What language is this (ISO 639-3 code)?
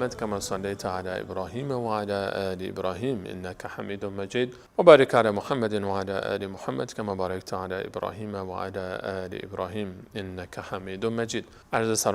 fas